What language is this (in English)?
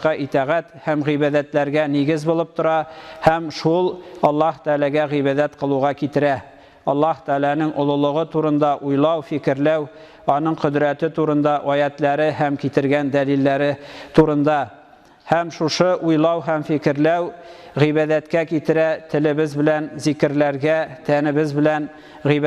Tatar